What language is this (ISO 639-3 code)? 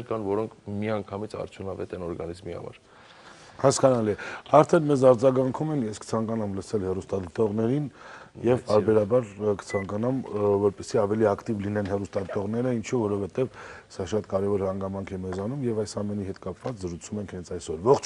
hye